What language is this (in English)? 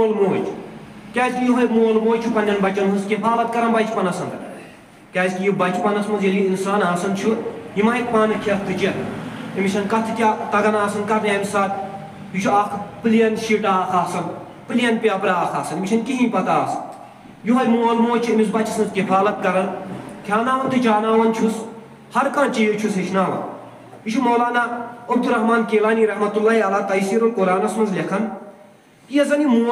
Kashmiri